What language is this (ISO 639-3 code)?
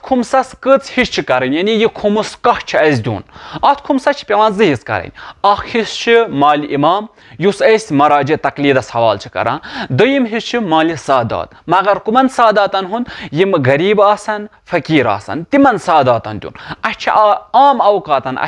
kas